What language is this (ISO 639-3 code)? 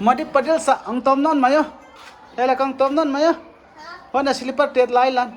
pck